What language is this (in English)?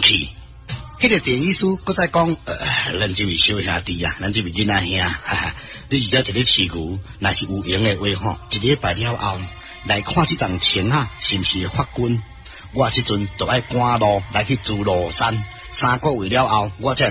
Min Nan Chinese